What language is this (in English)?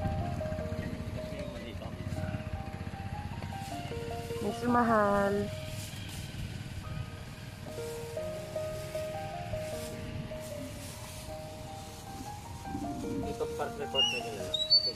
Filipino